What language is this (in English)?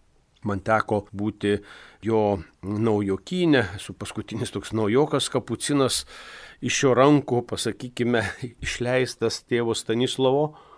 Lithuanian